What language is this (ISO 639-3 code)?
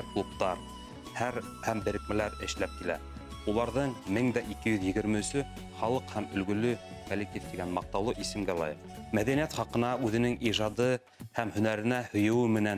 bak